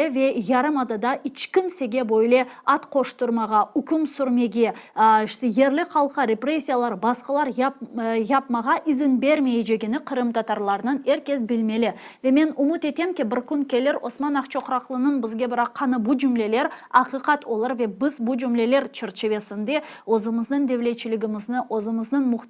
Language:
Crimean Tatar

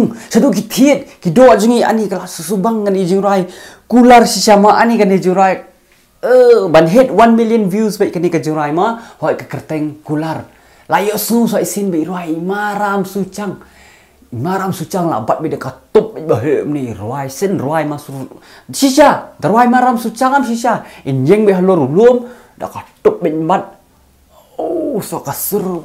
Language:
Khasi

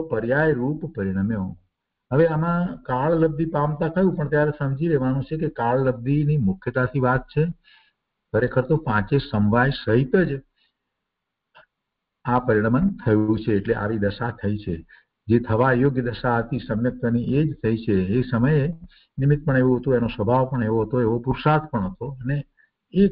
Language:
Gujarati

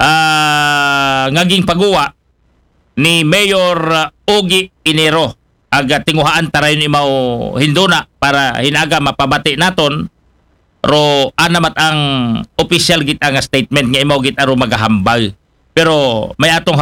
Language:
Aklanon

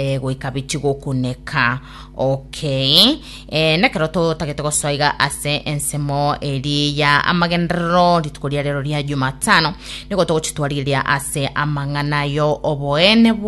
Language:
Gusii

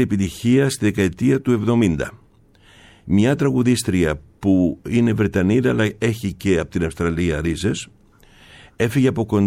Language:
Greek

